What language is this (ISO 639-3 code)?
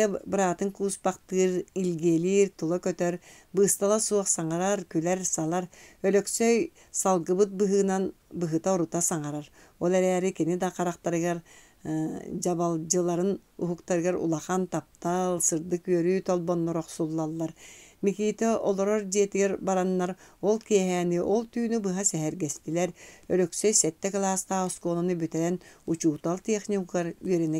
sah